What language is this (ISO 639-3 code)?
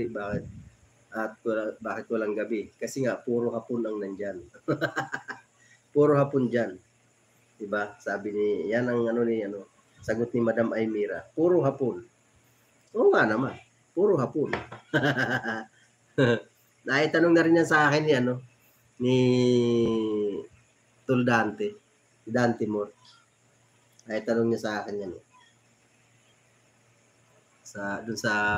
fil